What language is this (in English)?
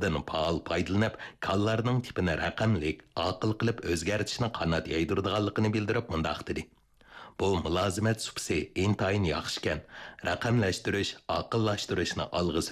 Uyghur